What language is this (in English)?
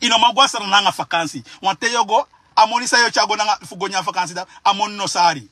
Sranan Tongo